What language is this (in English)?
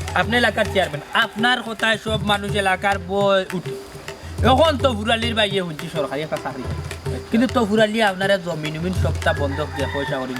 Sylheti